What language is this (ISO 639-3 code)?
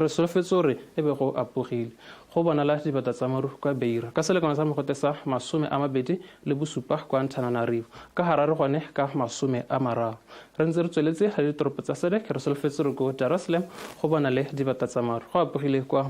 tsn